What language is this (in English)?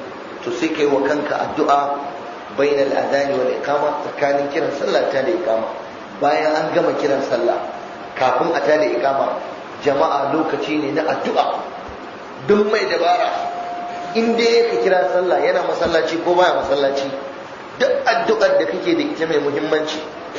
Hausa